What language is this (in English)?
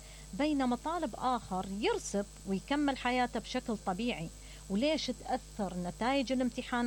Mesopotamian Arabic